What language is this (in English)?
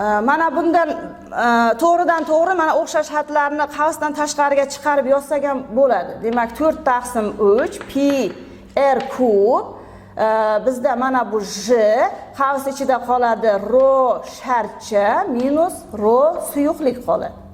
Uzbek